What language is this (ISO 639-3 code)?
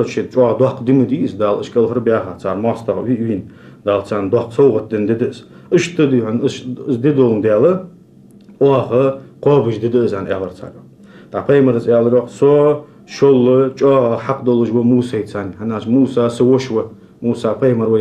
inh